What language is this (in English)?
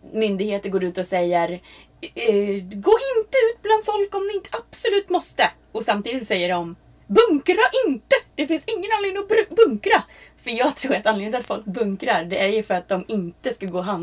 Swedish